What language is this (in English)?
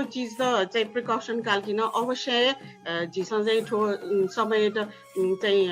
Newari